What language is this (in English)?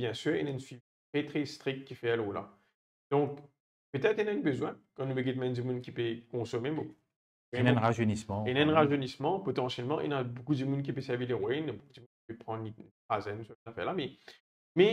Morisyen